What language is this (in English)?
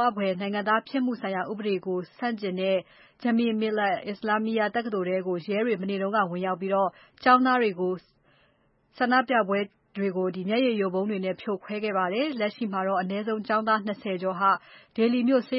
Burmese